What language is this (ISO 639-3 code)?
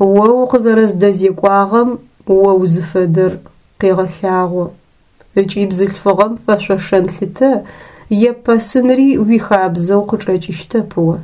ady